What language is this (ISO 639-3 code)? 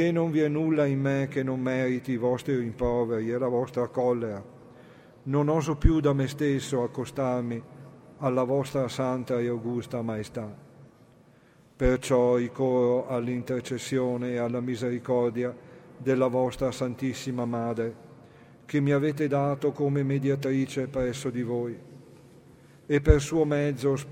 ita